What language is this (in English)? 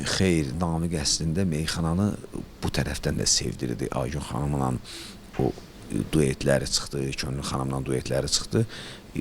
Azerbaijani